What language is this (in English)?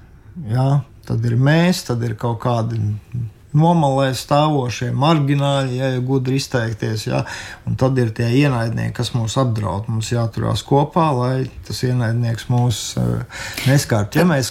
Latvian